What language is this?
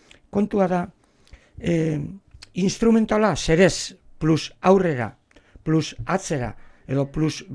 Basque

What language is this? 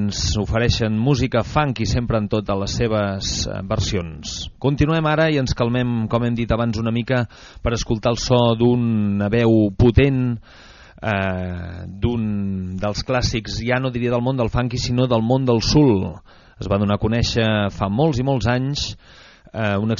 Catalan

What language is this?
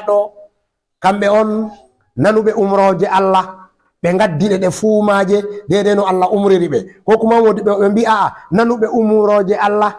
Fula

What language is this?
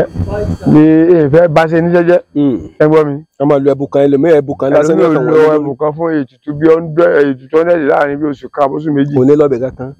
Yoruba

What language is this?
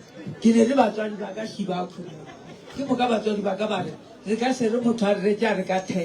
Northern Sotho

